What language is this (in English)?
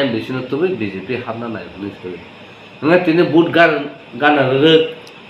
Kok Borok